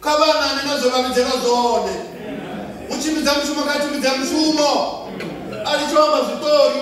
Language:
Venda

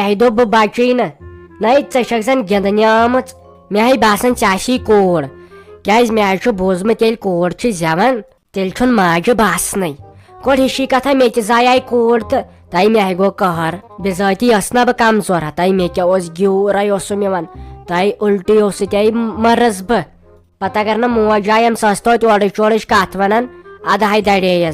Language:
Kashmiri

